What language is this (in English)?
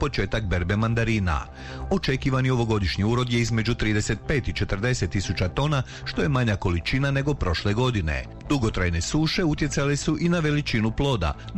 Croatian